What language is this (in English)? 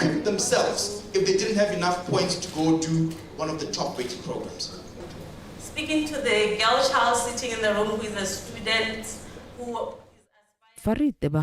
Tswana